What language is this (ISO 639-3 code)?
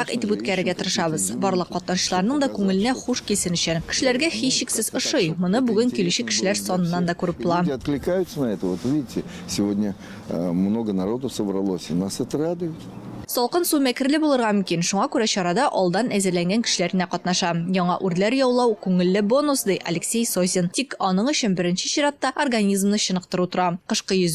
tat